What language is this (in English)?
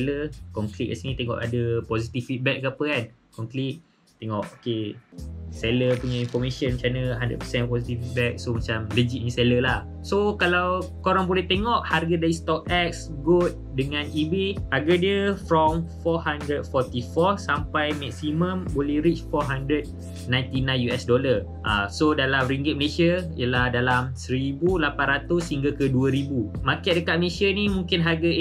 Malay